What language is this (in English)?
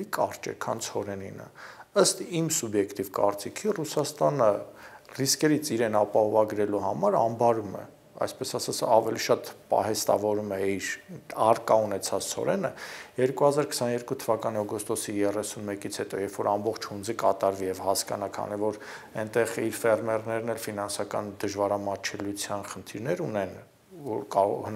Armenian